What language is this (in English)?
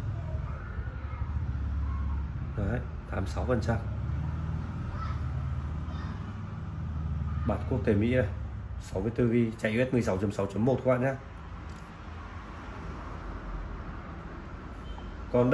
Vietnamese